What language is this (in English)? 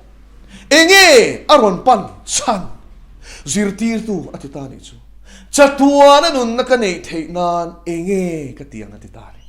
Mizo